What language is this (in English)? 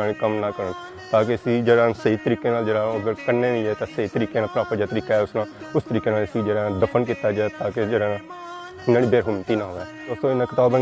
Pahari-Potwari